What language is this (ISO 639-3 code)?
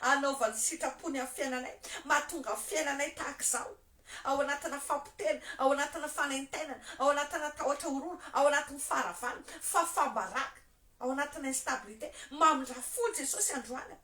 mlg